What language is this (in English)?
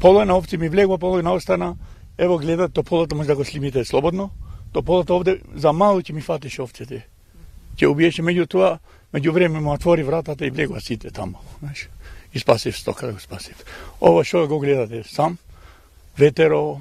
Macedonian